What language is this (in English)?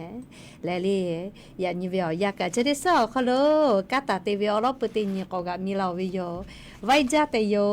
Lahu